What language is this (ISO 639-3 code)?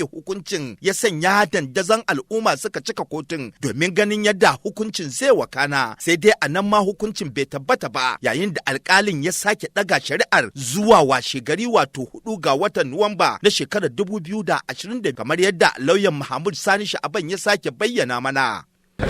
hau